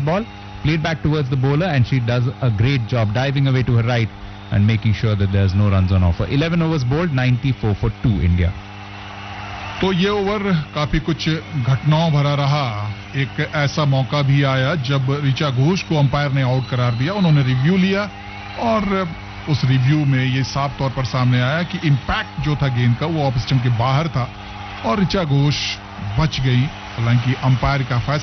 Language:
Hindi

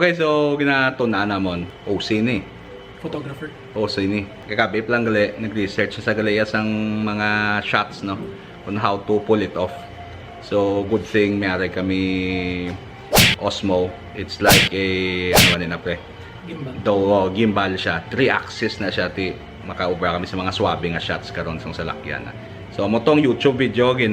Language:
Hiligaynon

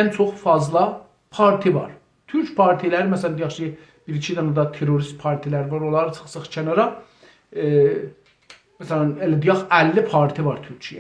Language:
South Azerbaijani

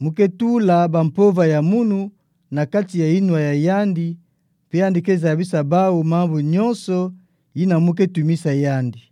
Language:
Kituba (Democratic Republic of Congo)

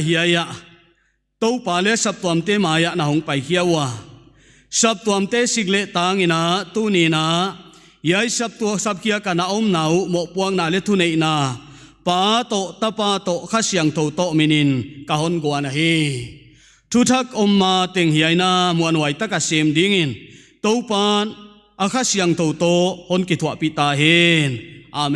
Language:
Paite Chin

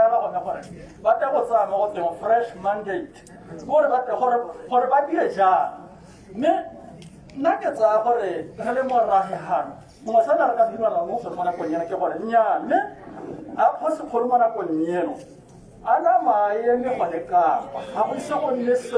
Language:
Tswana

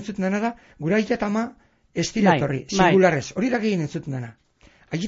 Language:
Basque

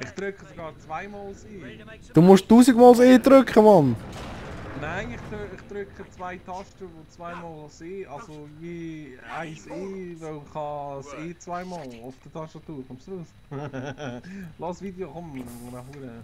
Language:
Swiss German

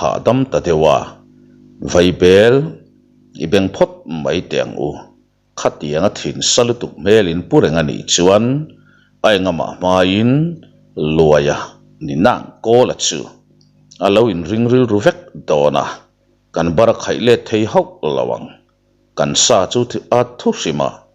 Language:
Mizo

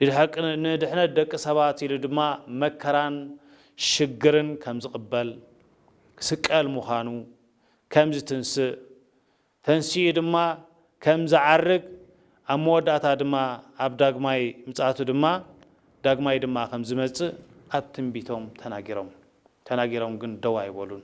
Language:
Tigrinya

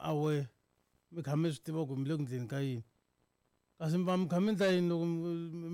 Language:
Tsonga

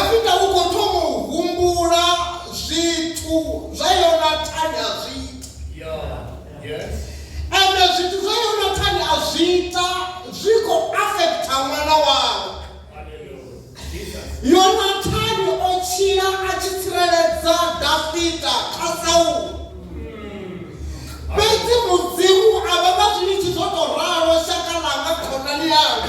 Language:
Venda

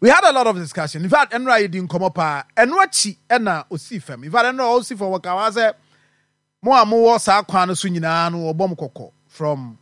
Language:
Akan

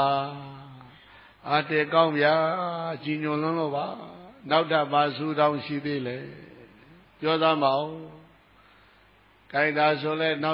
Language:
Burmese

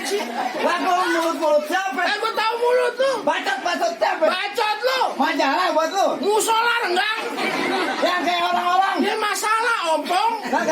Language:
Betawi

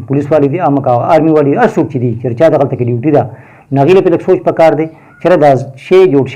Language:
Pashto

